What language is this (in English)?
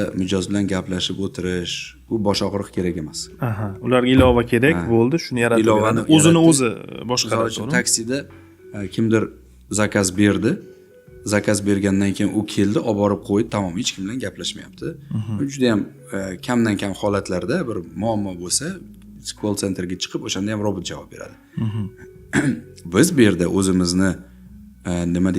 Uzbek